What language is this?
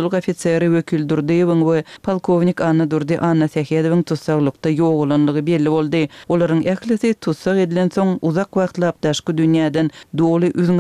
Turkmen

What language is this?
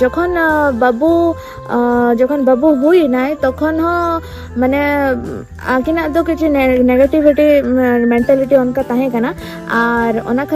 Santali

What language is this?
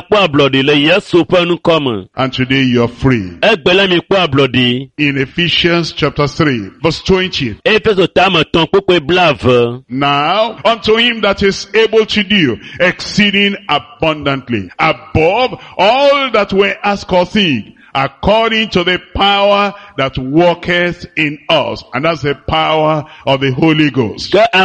Ewe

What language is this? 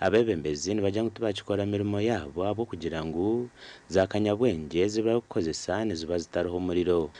Nyankole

